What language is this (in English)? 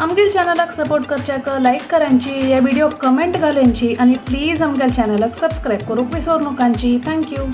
Konkani